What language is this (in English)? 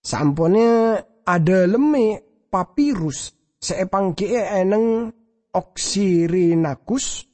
Madurese